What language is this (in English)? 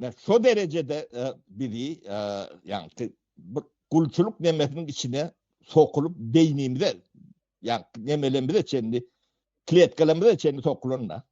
Turkmen